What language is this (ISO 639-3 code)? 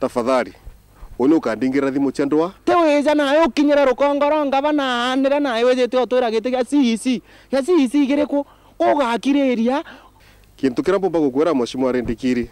mer